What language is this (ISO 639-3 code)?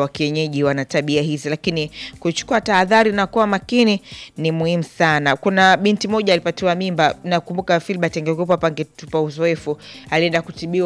swa